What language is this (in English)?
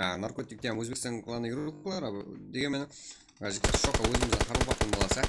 Kara-Kalpak